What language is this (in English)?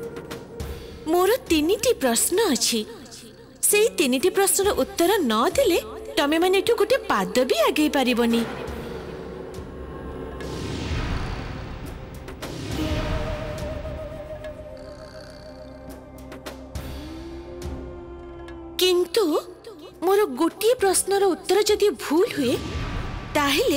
Odia